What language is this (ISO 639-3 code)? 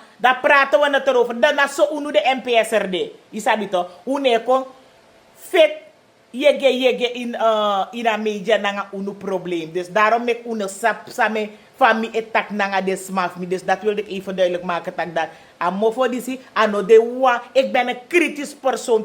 srn